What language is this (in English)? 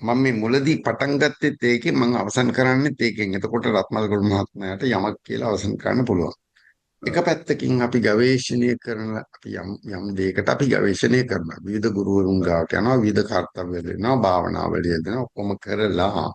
Sinhala